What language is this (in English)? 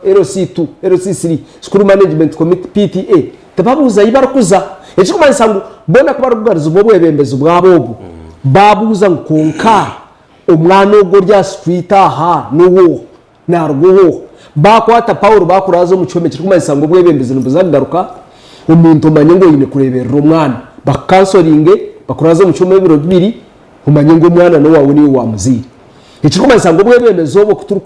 Nyankole